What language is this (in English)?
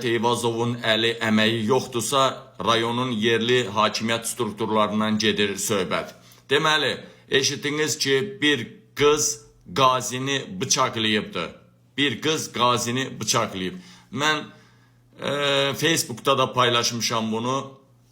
Azerbaijani